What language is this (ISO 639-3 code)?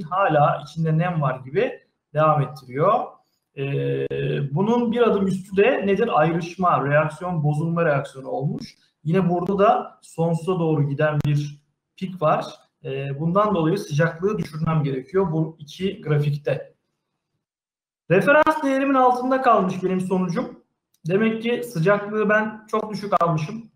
tur